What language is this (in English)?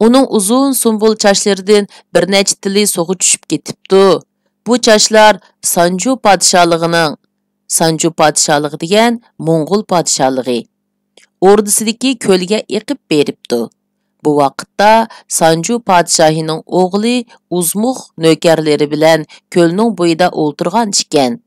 Uyghur